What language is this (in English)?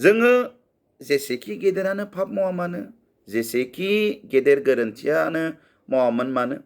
Bodo